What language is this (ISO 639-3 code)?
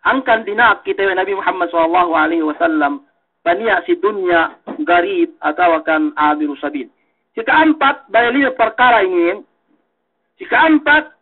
yka